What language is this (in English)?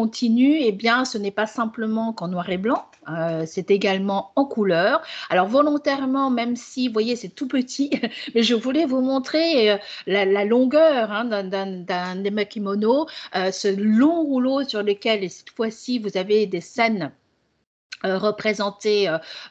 French